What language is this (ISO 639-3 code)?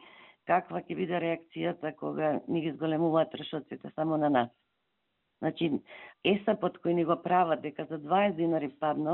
mkd